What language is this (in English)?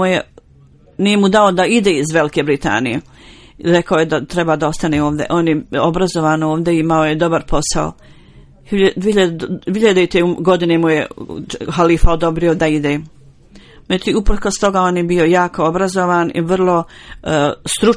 Bosnian